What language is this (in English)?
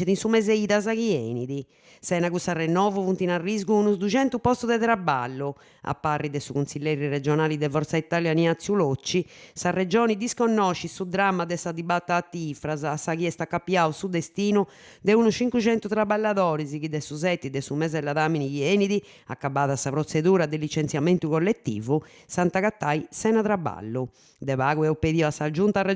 Sardinian